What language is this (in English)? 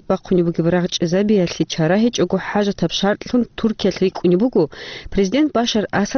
Avaric